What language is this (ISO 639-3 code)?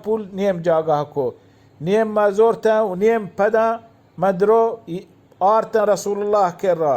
bal